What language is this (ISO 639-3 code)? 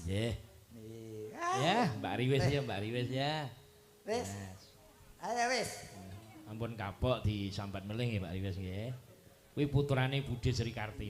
jav